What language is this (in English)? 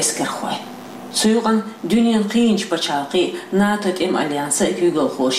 Chechen